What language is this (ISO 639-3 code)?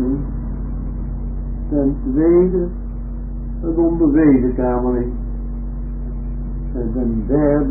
nld